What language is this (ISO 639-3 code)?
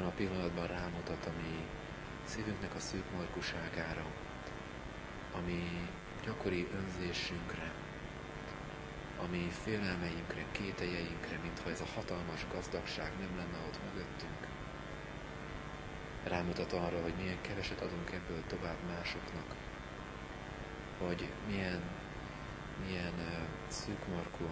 hun